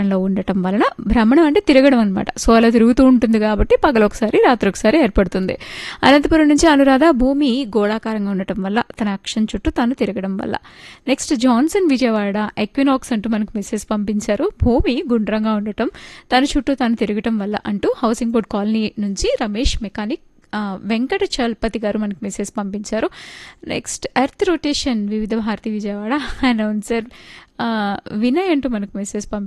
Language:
Telugu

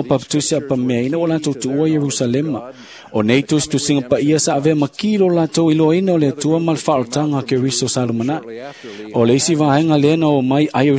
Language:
Samoan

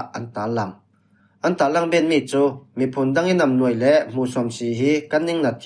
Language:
Falam Chin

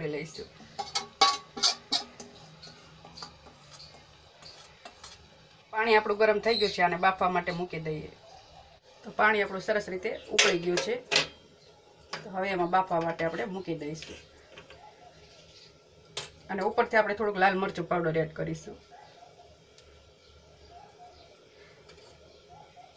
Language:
Gujarati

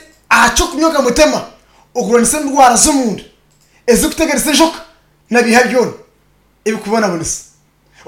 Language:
Nyankole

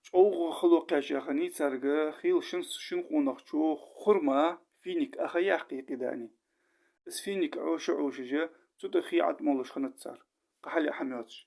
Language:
Ingush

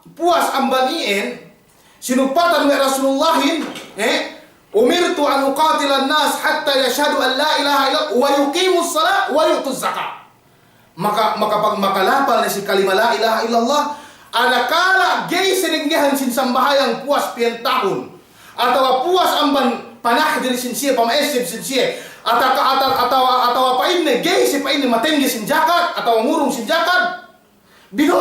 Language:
Yakan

